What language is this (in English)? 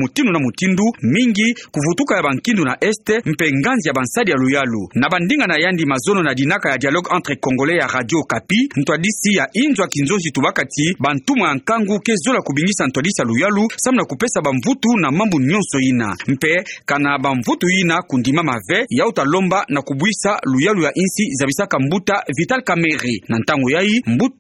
Kituba (Democratic Republic of Congo)